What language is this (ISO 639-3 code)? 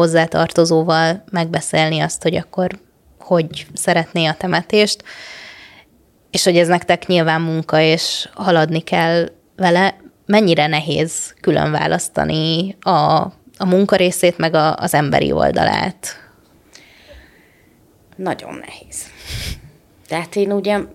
hun